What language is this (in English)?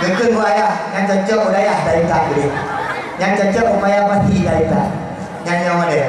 Achinese